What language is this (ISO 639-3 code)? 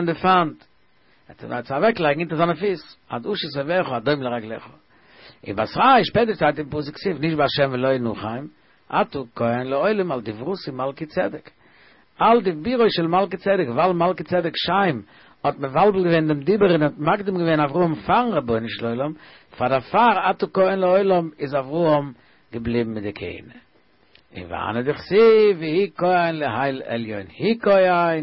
yid